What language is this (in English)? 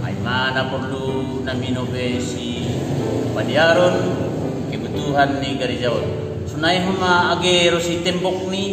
Batak Simalungun